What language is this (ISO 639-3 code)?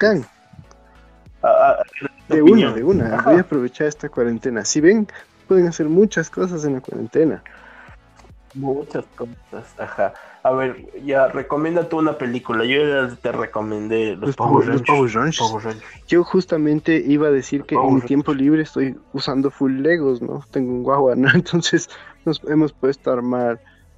spa